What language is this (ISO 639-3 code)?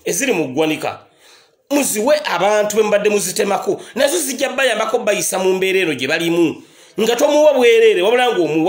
lug